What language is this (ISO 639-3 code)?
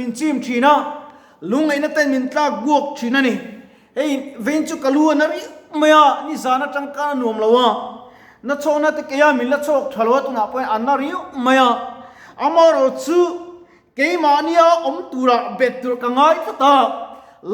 lus